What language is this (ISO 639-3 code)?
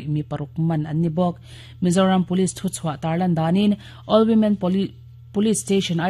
lus